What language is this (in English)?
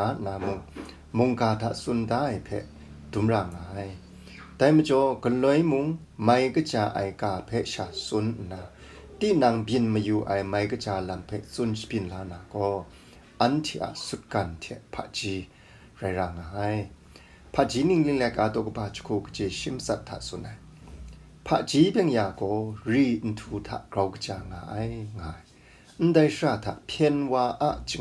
Kachin